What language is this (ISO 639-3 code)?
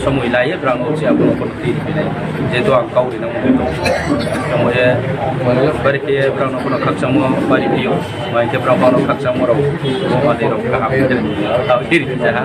ria